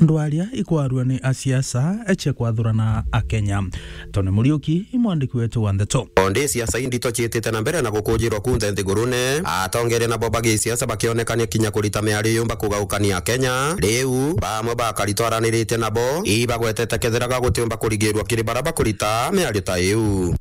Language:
Meru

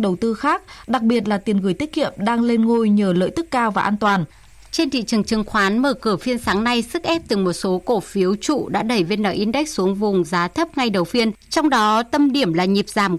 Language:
Vietnamese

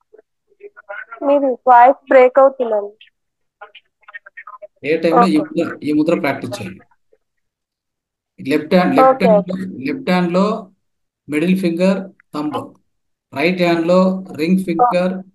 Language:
Telugu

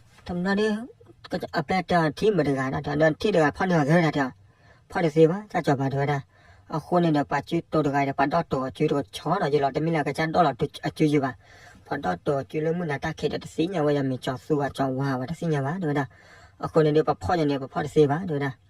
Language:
S'gaw Karen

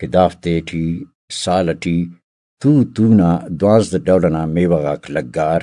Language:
Brahui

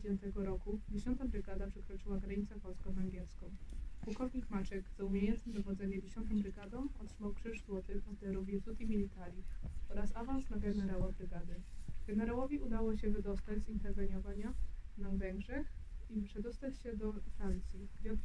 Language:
Polish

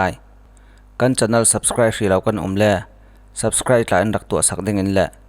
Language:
Falam Chin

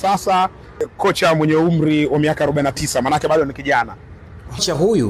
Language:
Swahili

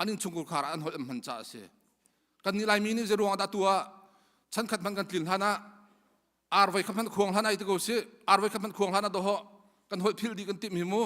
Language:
Hakha Chin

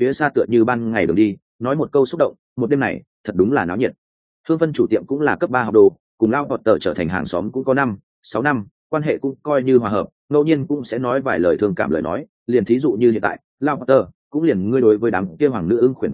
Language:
Vietnamese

